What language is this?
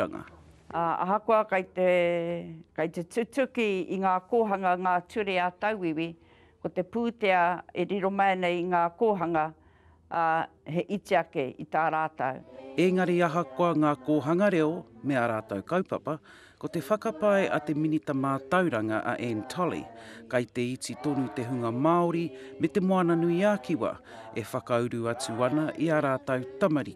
Māori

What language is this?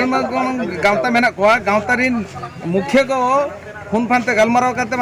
Santali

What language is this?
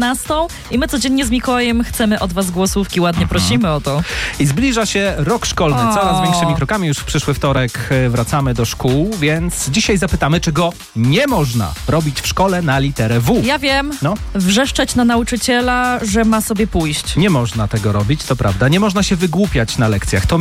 Polish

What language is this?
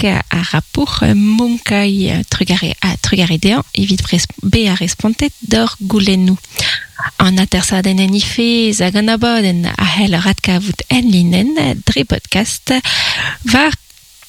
Breton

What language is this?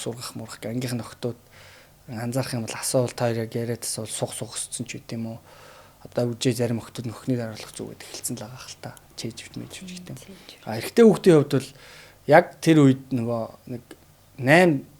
Mongolian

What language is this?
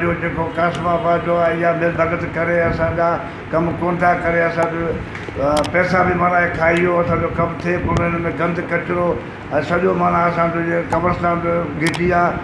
Sindhi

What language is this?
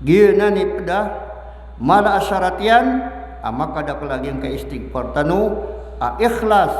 Maranao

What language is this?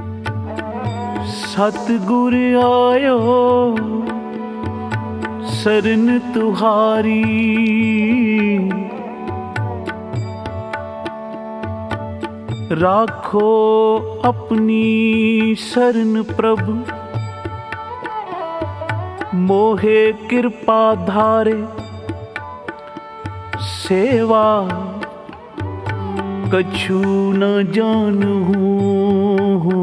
Hindi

